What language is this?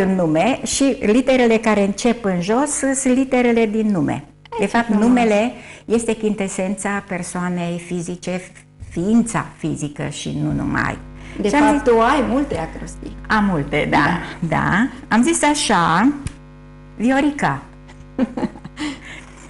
Romanian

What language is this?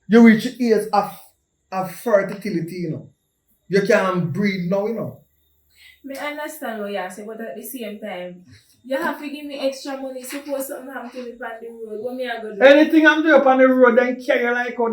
Jamaican Creole English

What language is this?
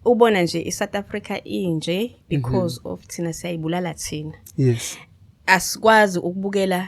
Zulu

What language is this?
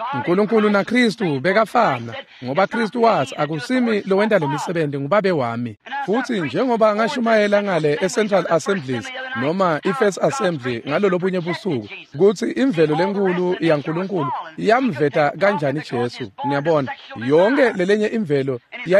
Swati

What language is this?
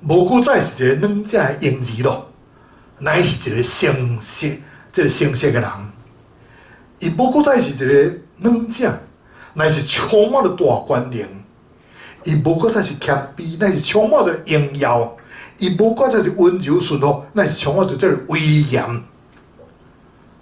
Min Nan Chinese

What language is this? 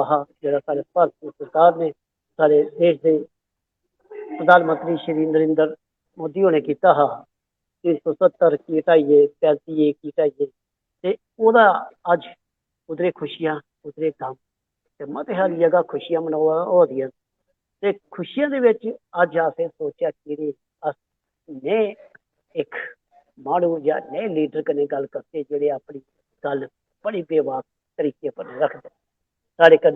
Dogri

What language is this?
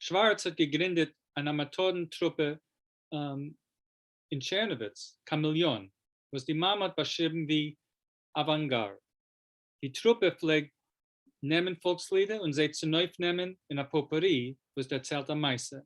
Yiddish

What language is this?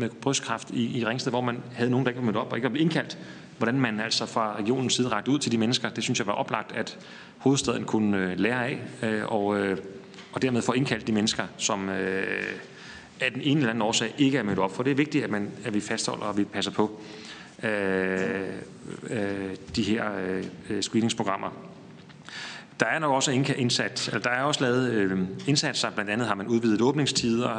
Danish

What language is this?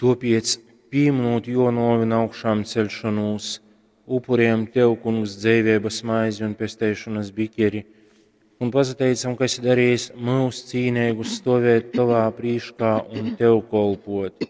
Latgalian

